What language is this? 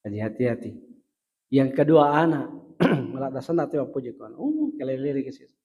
Buginese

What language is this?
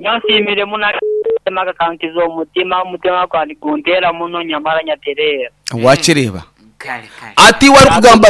Nyankole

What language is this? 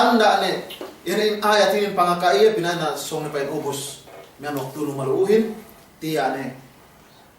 Yakan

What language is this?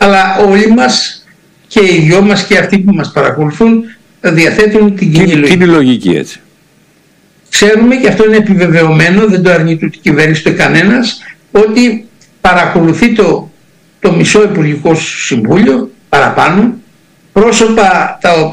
Greek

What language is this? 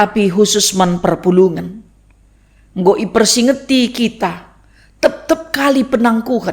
Batak Karo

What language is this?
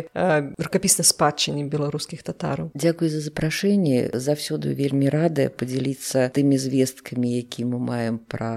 Belarusian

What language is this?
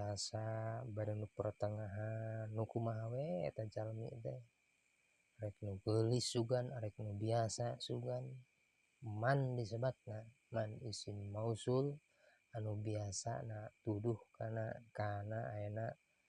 Sundanese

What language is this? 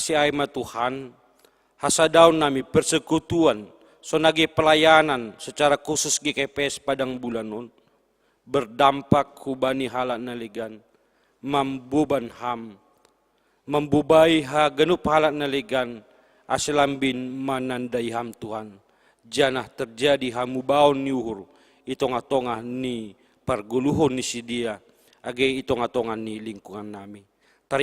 Batak Simalungun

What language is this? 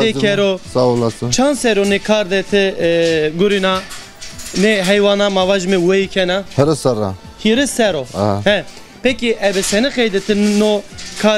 Zaza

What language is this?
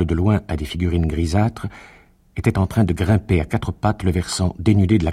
French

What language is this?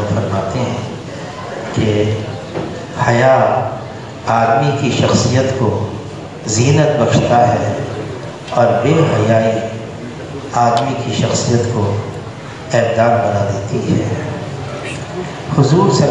Urdu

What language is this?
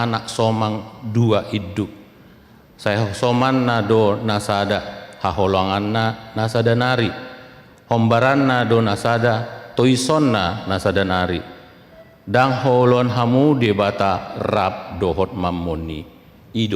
Batak Toba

